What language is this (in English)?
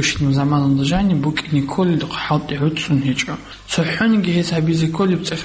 Avaric